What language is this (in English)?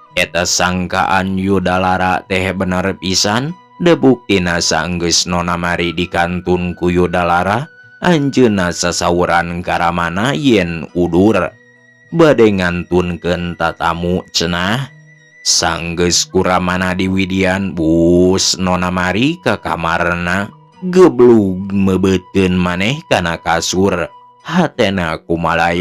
Sundanese